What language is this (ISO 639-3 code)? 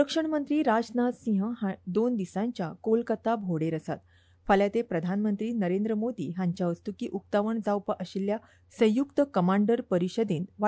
kok